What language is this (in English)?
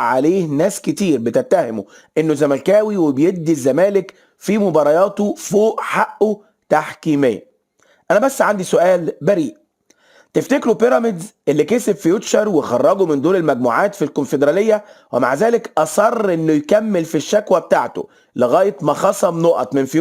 Egyptian Arabic